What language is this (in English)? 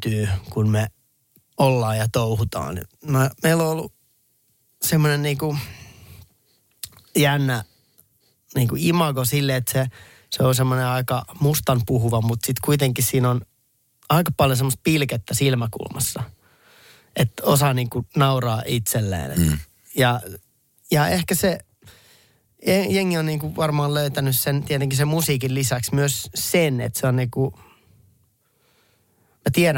Finnish